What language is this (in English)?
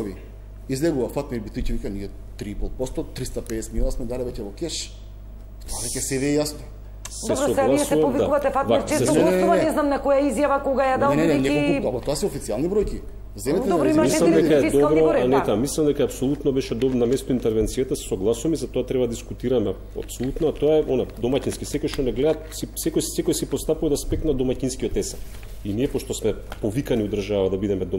Macedonian